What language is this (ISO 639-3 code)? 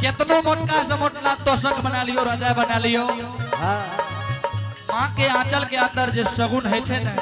anp